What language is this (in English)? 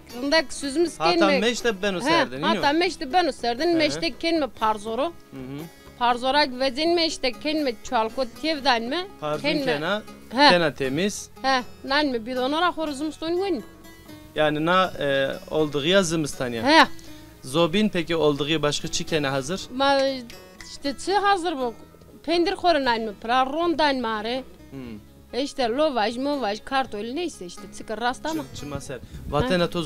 Zaza